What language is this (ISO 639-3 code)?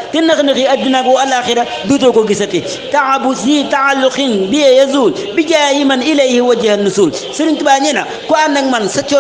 wol